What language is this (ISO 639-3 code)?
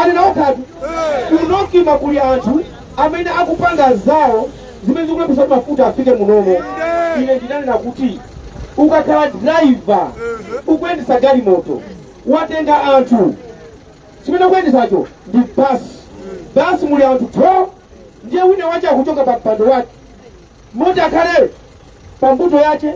nya